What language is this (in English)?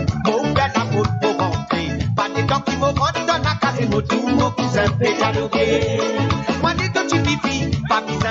Morisyen